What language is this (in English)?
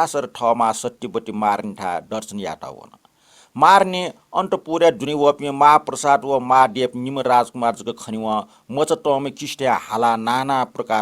Newari